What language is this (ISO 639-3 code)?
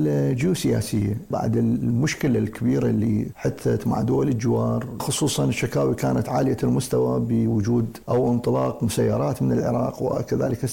acm